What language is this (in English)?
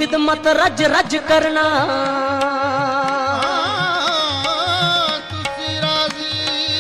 Punjabi